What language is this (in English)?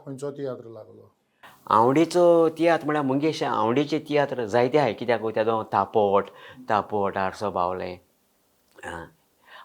Konkani